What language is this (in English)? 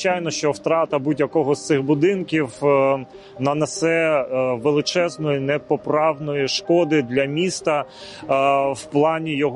Ukrainian